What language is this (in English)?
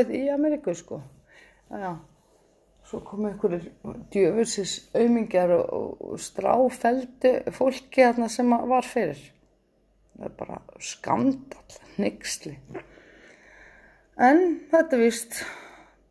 Icelandic